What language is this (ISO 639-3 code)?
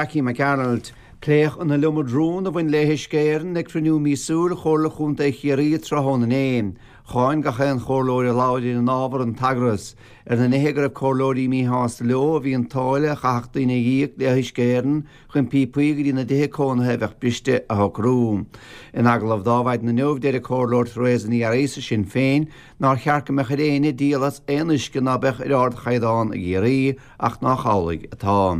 gle